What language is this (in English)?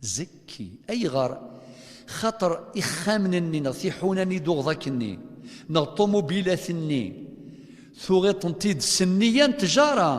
Kabyle